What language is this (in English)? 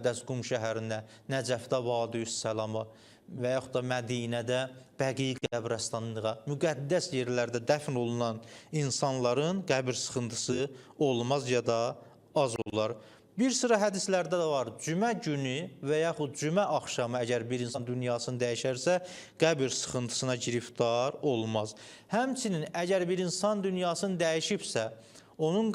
Azerbaijani